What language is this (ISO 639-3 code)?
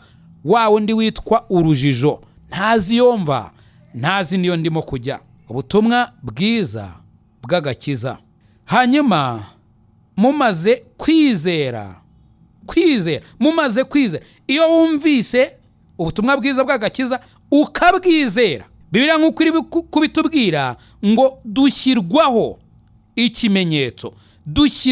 kin